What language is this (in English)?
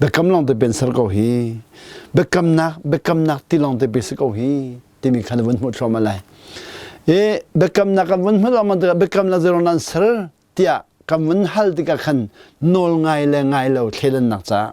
Hakha Chin